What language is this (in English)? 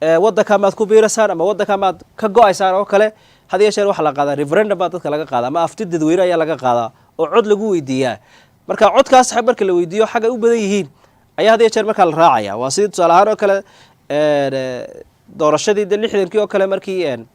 Somali